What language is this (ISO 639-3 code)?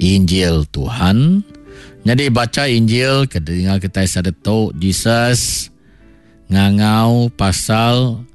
iba